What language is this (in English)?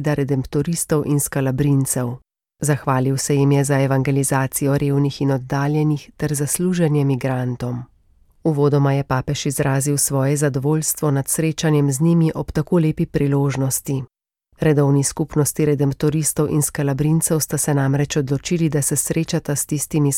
Slovenian